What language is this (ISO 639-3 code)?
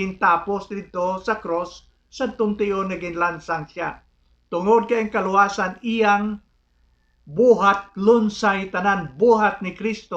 hil